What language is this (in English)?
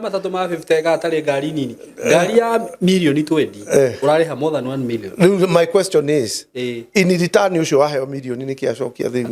Kikuyu